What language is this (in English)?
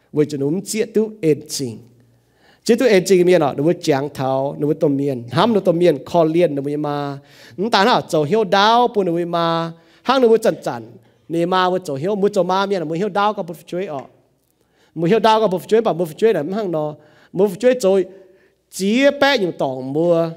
Iu Mien